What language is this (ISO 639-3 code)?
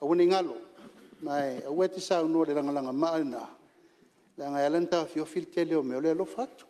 smo